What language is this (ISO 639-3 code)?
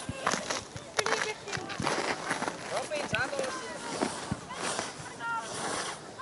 fin